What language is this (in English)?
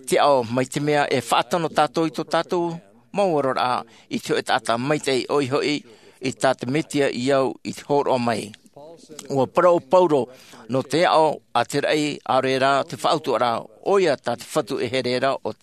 Tahitian